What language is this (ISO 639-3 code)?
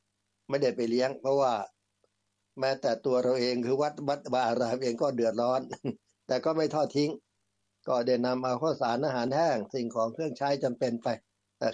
tha